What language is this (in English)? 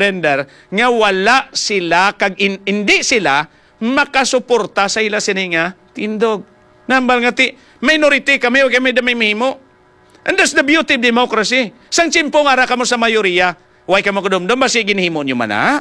Hiligaynon